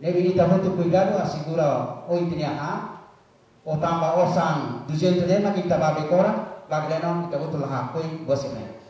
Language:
Tetum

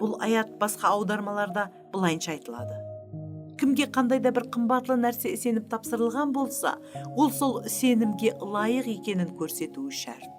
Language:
Kara-Kalpak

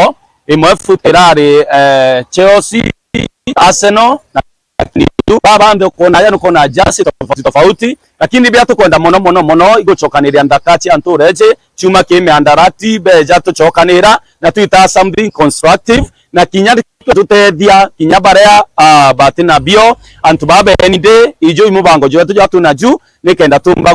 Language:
Meru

